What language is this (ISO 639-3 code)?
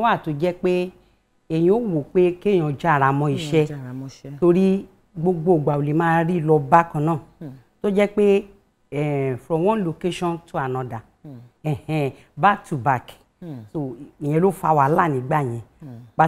yor